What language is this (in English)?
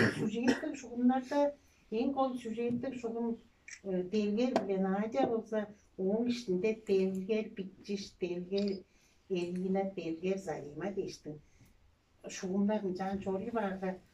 Tuvinian